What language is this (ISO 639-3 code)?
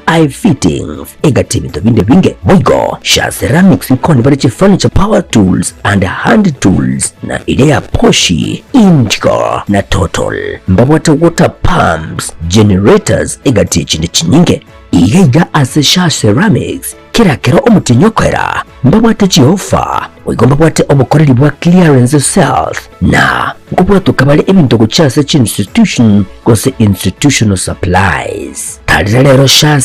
guz